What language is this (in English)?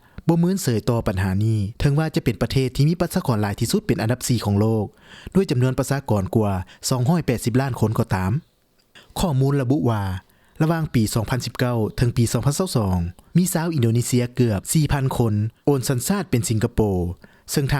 Lao